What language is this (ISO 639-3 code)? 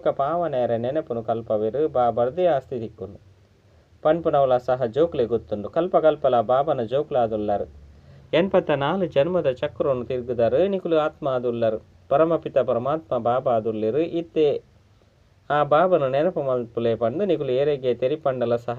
tcy